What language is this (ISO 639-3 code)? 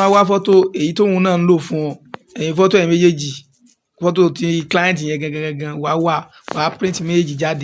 yor